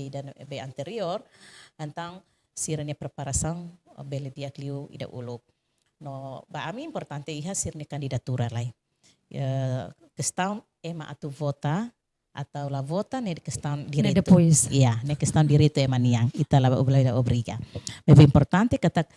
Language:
Tetum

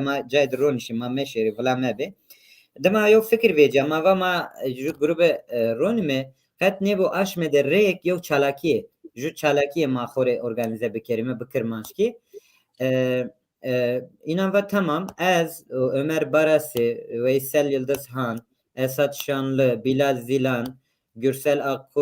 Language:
Zaza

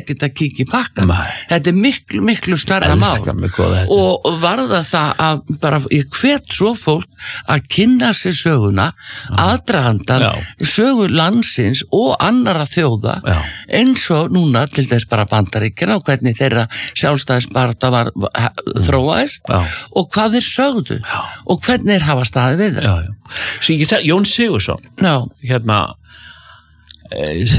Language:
Icelandic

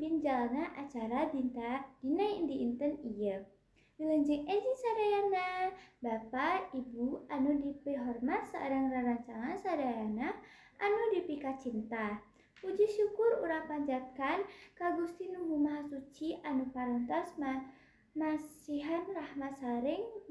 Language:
Sundanese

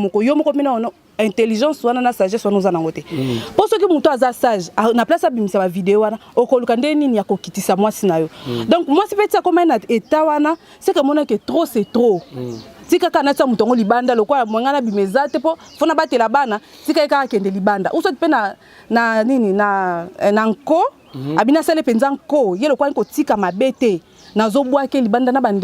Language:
Lingala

